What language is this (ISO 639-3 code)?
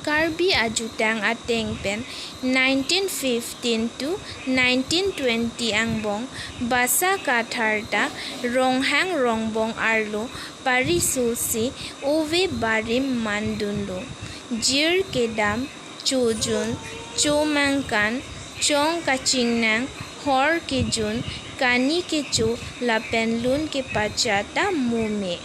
mjw